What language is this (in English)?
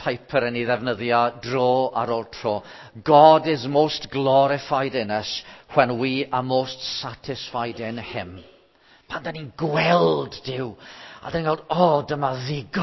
Welsh